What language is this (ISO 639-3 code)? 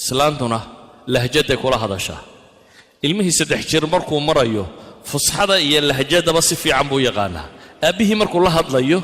som